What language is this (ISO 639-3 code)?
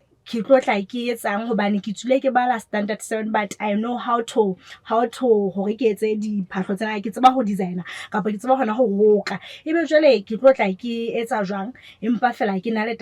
sot